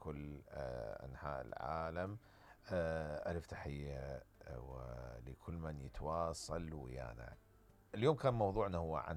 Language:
Mesopotamian Arabic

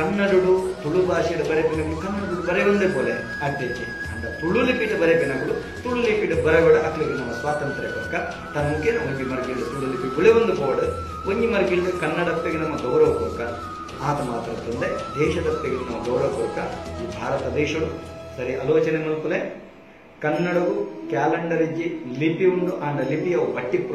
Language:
Tulu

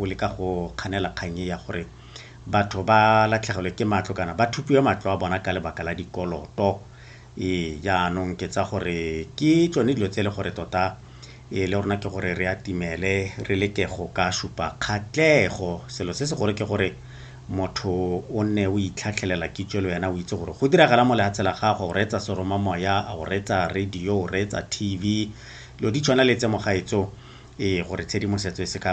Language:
Tswana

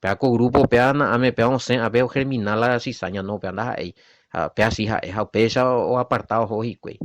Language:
Guarani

